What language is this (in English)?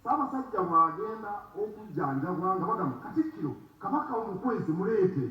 Ganda